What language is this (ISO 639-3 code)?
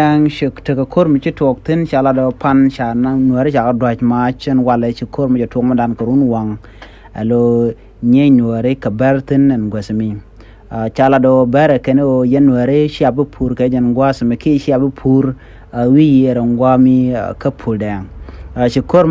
nus